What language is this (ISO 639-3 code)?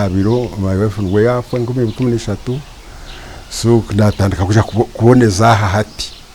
nyn